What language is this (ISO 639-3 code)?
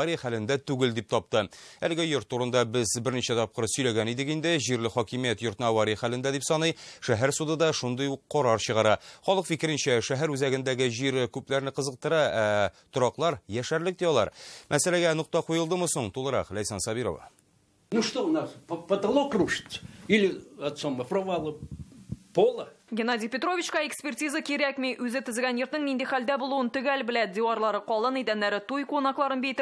tat